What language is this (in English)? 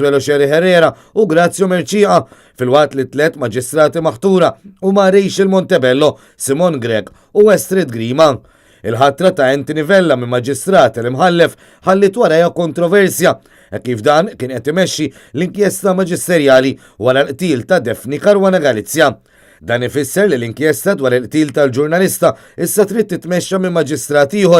Maltese